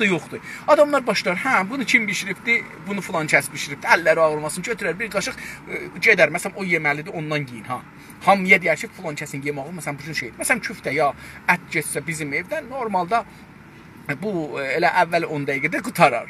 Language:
South Azerbaijani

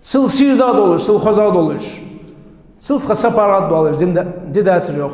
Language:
Ingush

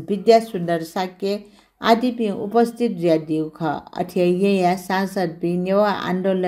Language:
Newari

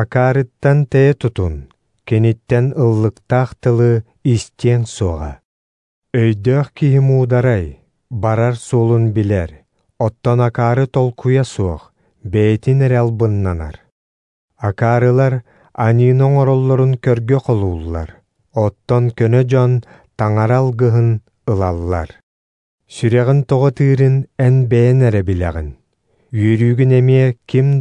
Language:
Yakut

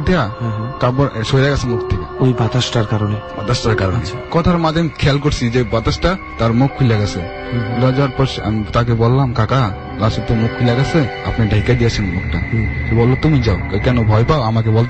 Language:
Bangla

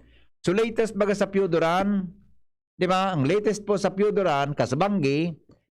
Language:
Bikol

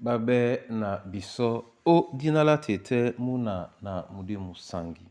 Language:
Duala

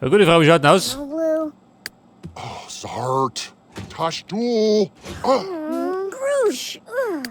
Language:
Bavarian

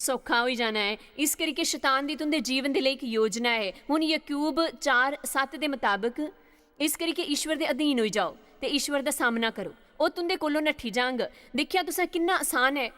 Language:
Dogri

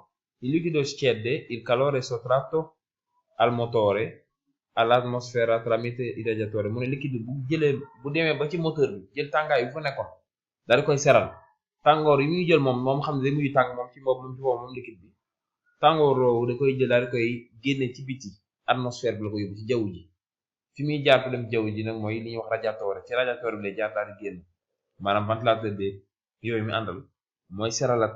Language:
Wolof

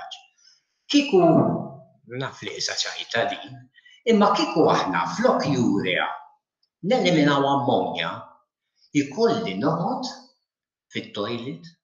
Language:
Maltese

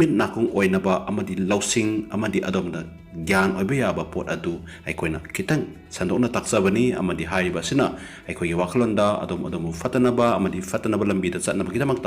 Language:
Manipuri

